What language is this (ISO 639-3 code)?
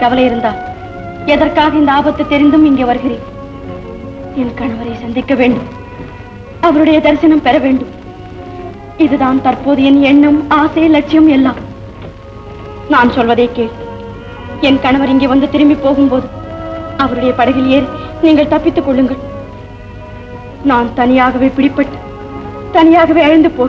tam